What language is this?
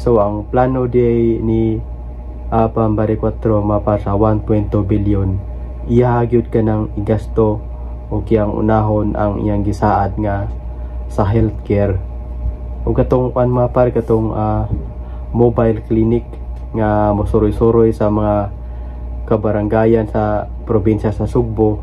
Cebuano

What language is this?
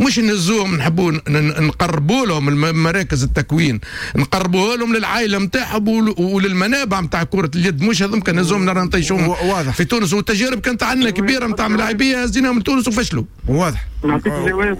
Tunisian Arabic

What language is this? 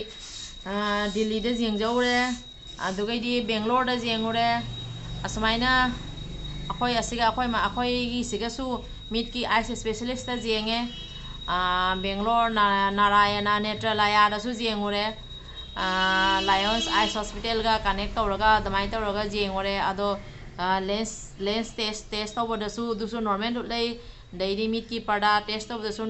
Manipuri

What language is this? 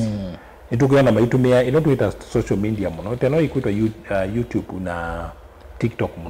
Kamba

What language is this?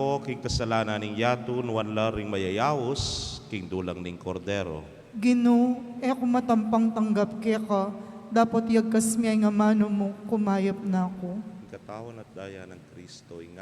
Pampanga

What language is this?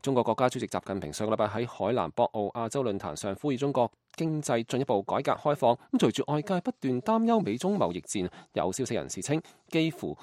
Cantonese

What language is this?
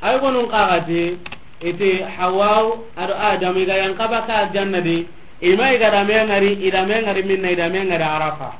Soninke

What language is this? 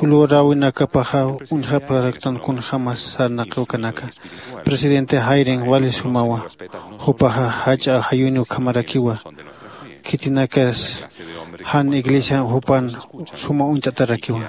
Aymara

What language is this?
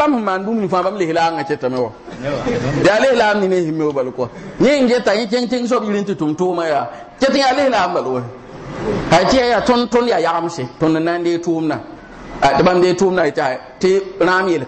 Mossi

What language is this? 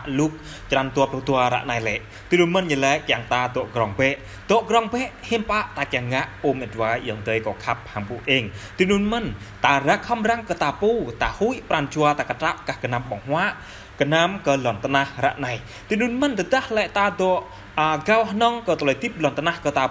Jarai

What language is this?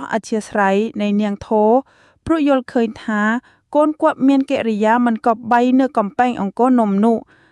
Khmer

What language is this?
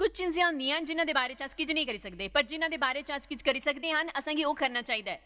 Dogri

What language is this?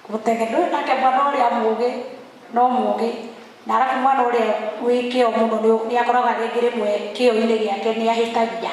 Kikuyu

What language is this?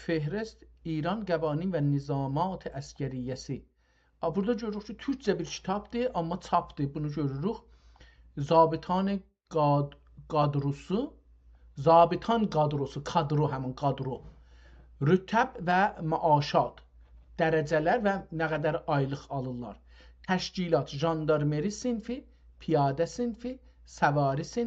South Azerbaijani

